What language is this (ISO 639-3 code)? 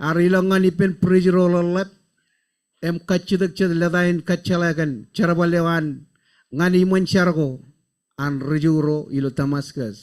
mah